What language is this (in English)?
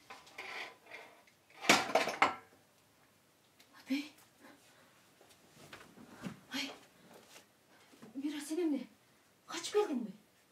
Kyrgyz